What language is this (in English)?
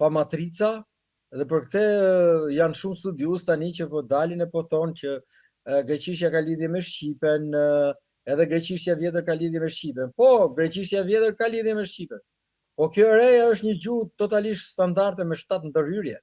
Albanian